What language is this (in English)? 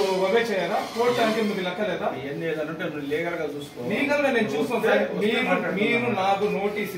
Telugu